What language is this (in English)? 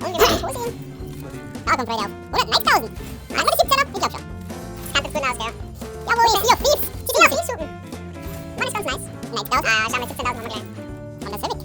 Bavarian